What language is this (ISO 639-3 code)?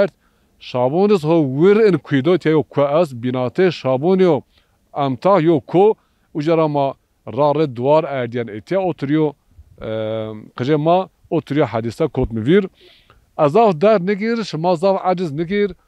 zza